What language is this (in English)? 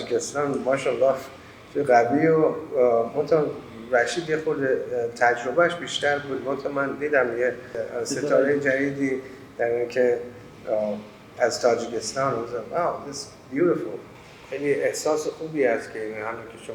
Tajik